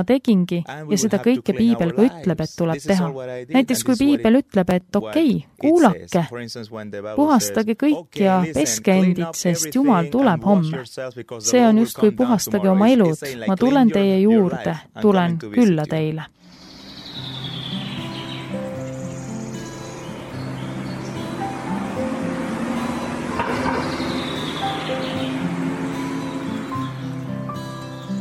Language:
Estonian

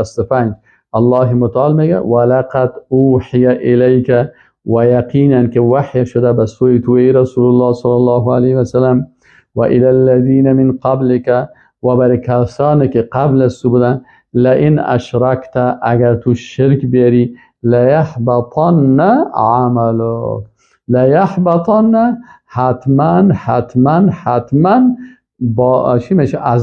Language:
Persian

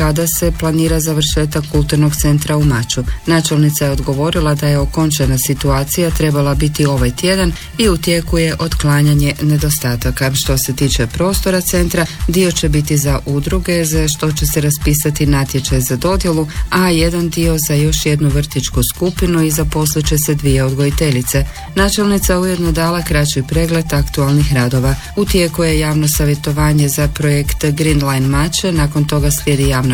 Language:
Croatian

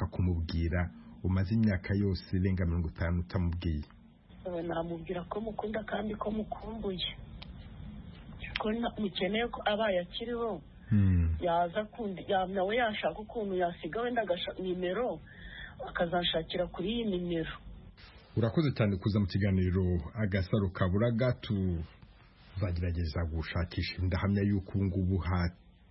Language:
Kinyarwanda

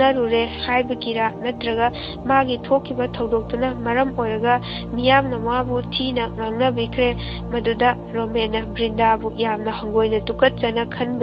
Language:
Manipuri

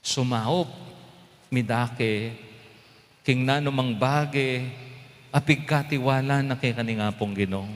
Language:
Pampanga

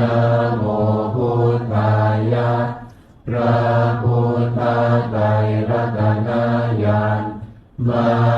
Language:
Pali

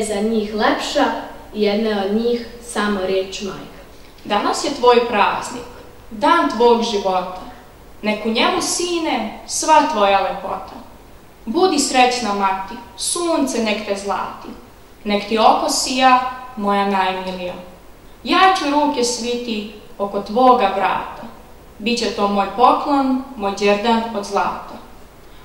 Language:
Serbian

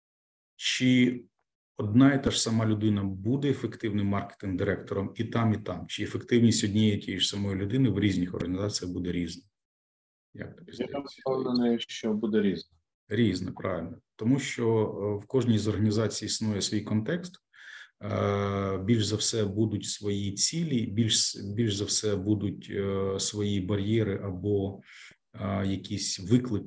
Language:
Ukrainian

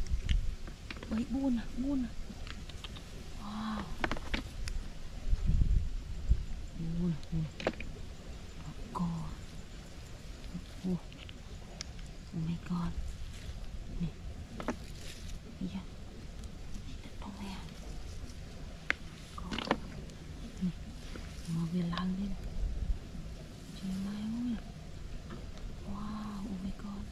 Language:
Vietnamese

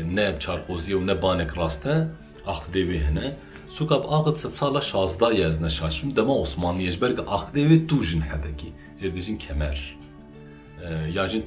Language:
Kurdish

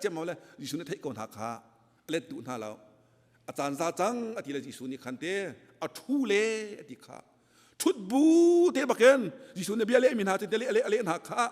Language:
Hakha Chin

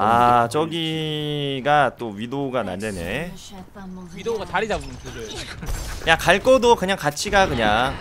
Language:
Korean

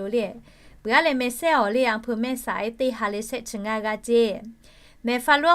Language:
Lahu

